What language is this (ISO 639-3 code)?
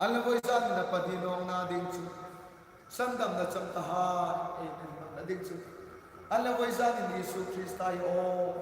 hmr